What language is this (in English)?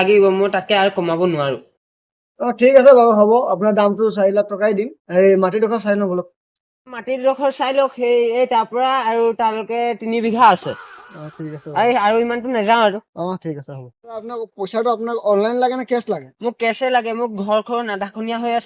Assamese